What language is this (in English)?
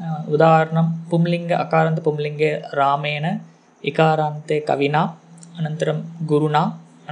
Sanskrit